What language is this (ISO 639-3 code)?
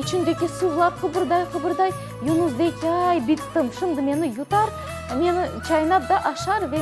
crh